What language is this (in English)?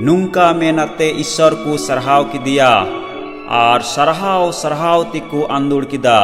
Santali